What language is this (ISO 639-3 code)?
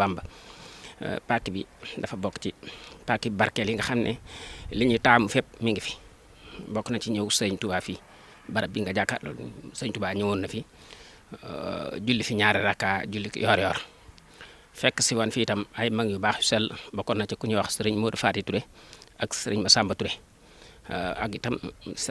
wol